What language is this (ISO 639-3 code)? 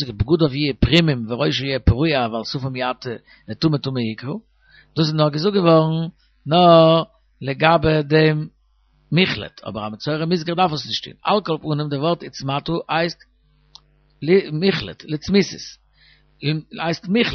yid